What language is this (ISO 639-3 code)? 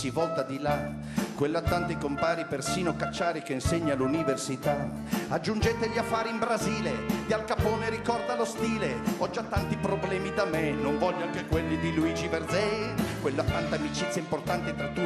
ita